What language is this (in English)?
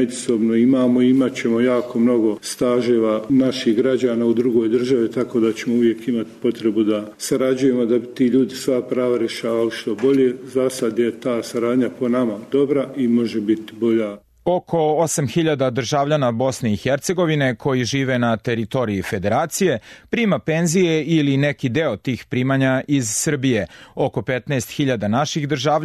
Serbian